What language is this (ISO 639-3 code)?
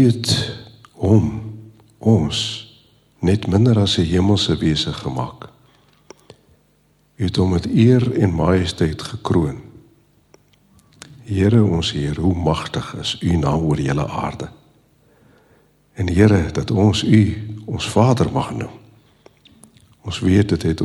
afr